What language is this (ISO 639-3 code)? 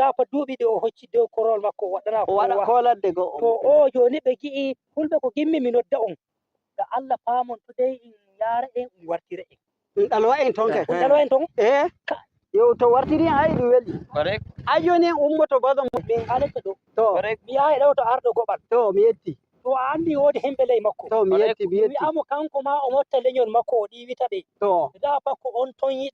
fuv